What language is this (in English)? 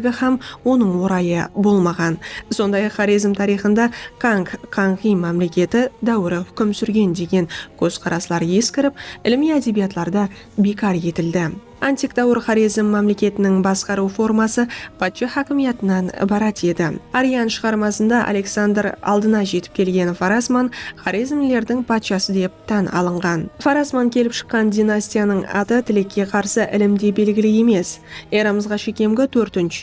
Kara-Kalpak